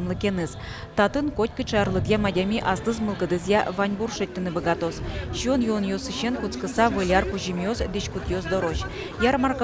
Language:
Udmurt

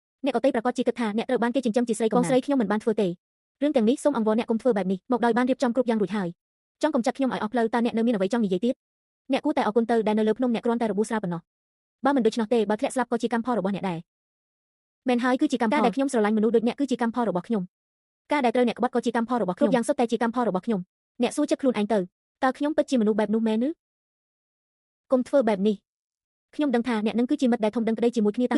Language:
Khmer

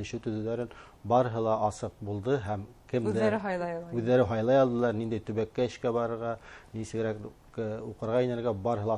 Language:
Bashkir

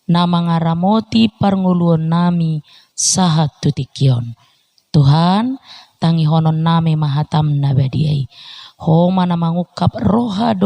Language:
Batak Toba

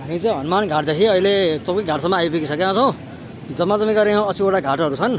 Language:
Nepali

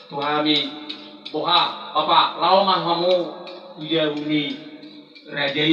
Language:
Batak Toba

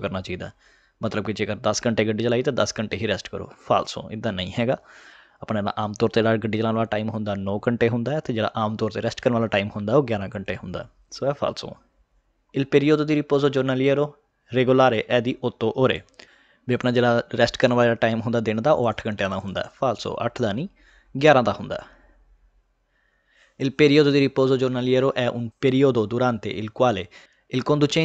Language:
Punjabi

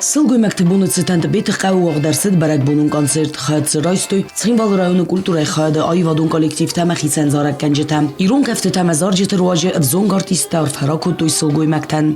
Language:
Ossetic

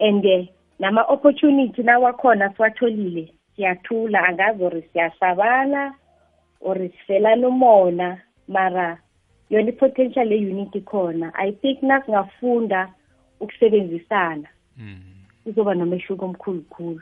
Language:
South Ndebele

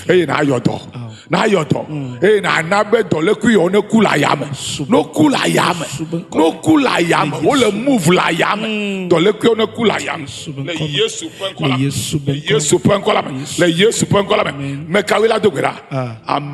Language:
Ewe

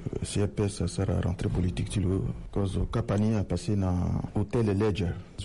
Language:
Sango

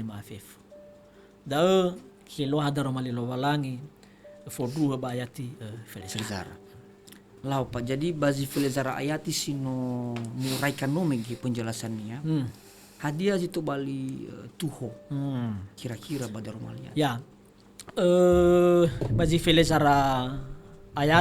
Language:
Nias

